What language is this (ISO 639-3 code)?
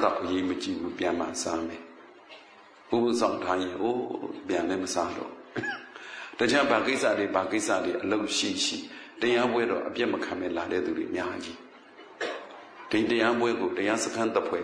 mya